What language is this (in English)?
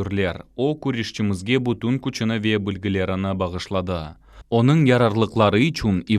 Crimean Tatar